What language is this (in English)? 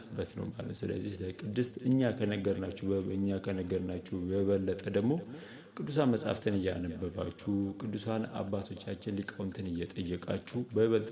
Amharic